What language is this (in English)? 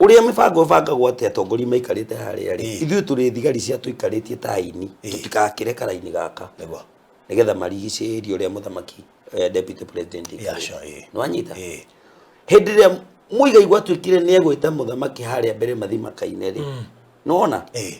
Kikuyu